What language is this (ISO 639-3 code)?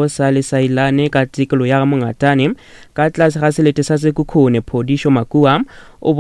nso